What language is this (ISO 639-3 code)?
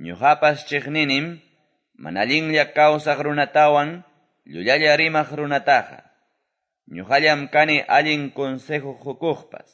que